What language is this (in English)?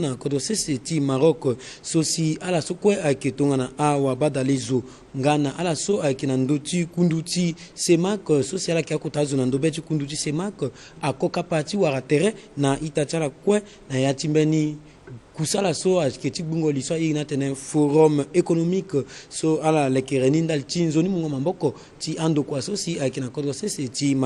Sango